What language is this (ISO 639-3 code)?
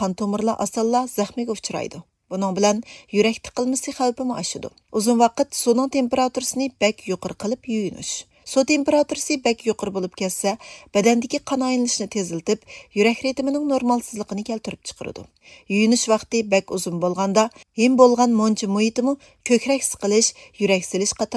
uig